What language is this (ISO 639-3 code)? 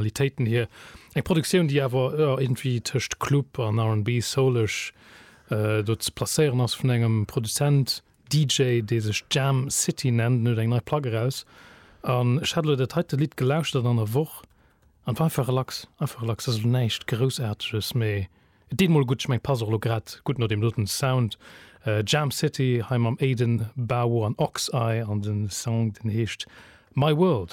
ltz